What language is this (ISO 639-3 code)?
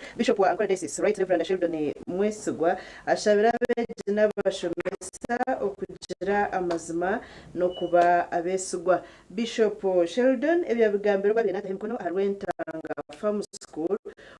nyn